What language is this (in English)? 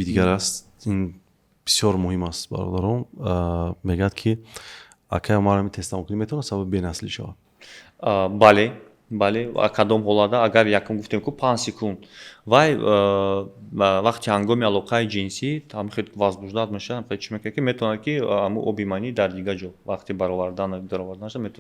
Tajik